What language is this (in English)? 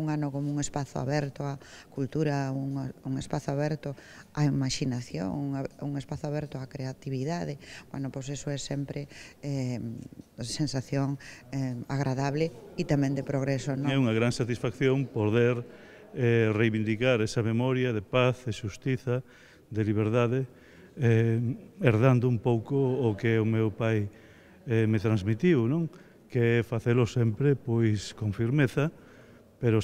Galician